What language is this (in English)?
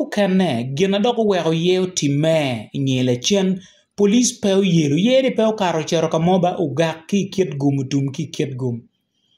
Acoli